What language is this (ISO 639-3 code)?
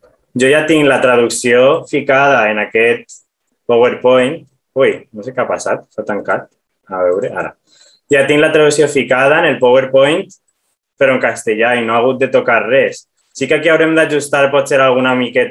cat